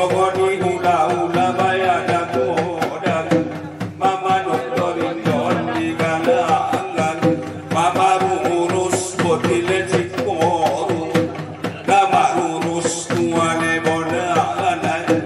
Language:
Batak Angkola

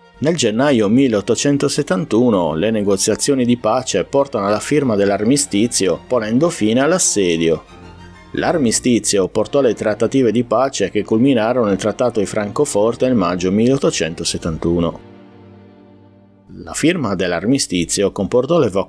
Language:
Italian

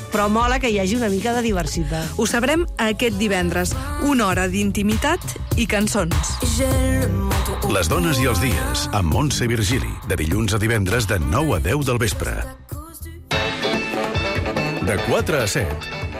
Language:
Catalan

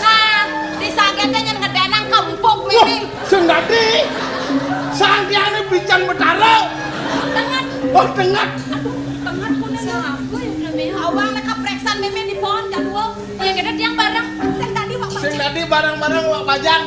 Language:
Balinese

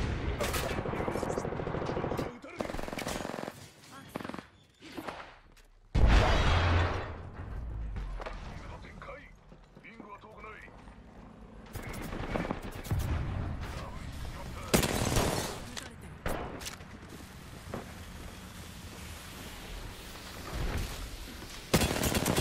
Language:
Japanese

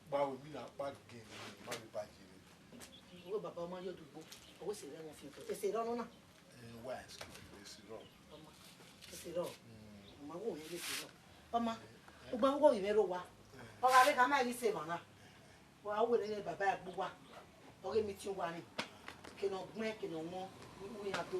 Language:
Bini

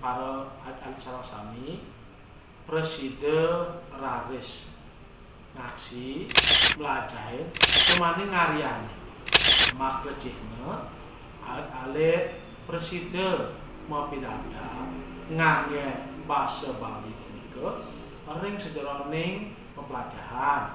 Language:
Balinese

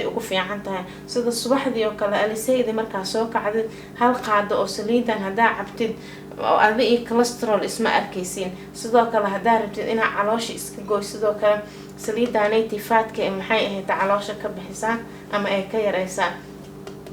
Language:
Somali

